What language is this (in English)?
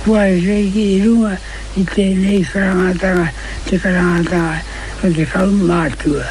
Māori